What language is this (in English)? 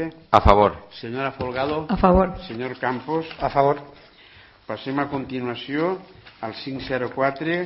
Catalan